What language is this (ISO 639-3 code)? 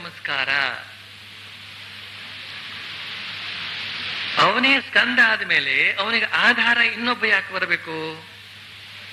kan